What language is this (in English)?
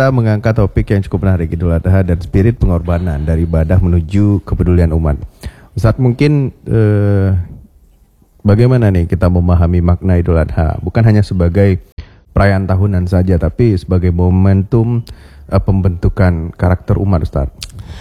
Indonesian